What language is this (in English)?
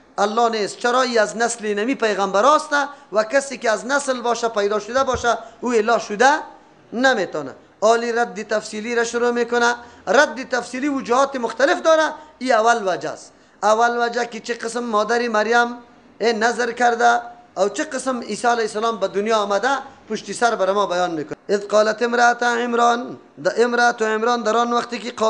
Persian